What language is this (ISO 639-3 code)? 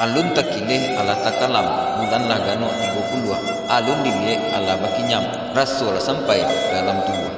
min